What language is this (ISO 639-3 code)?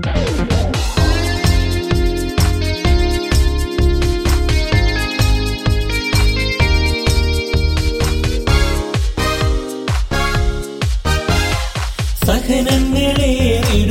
mal